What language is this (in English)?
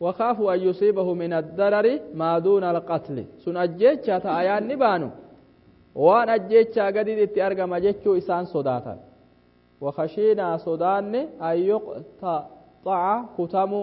Oromo